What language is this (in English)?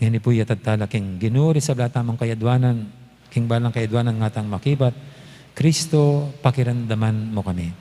Pampanga